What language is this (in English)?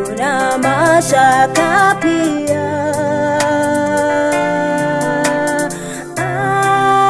Swahili